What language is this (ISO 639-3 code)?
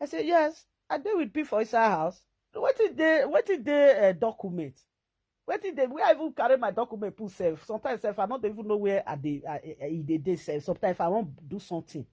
pcm